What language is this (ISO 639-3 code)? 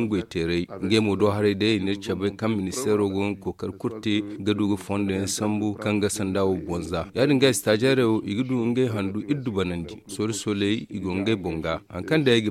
dje